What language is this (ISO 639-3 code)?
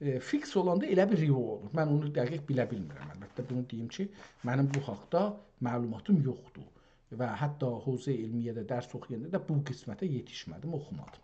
azb